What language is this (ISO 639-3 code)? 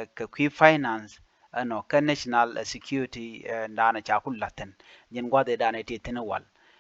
nus